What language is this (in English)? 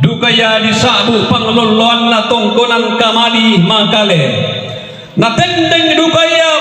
Toraja-Sa'dan